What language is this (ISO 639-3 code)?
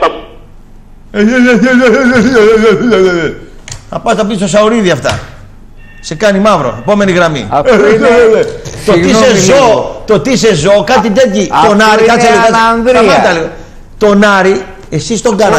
ell